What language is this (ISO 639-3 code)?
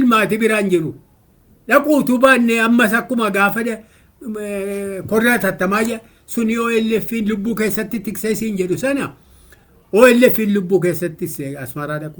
orm